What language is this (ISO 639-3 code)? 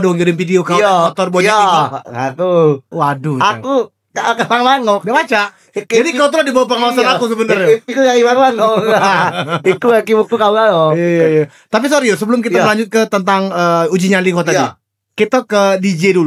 mui